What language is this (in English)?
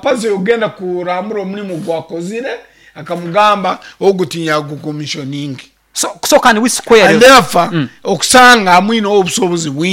Nyankole